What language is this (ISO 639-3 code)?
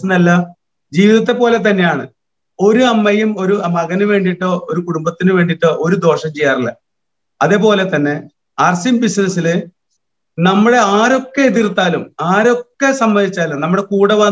mal